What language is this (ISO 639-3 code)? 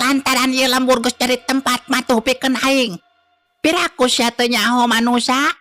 sun